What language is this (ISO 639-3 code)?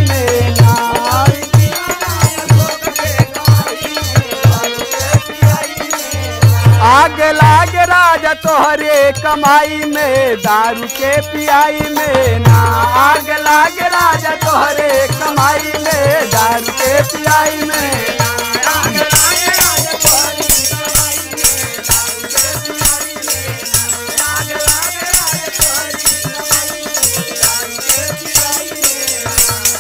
bho